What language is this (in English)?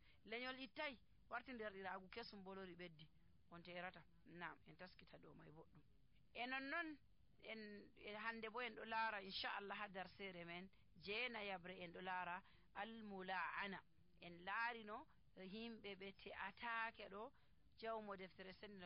Nigerian Fulfulde